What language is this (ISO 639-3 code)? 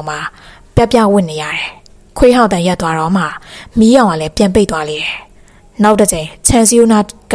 mya